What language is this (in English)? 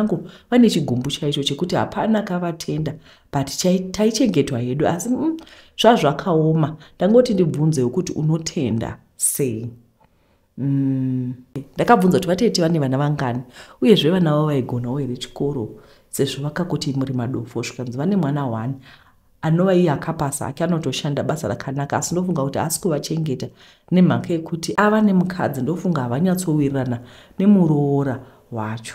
Shona